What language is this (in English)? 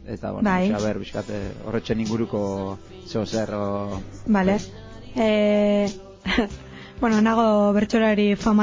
Basque